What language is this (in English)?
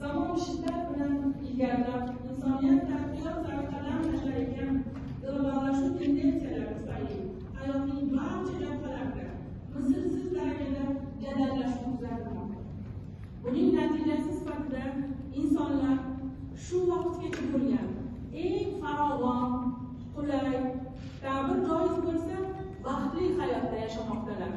Uzbek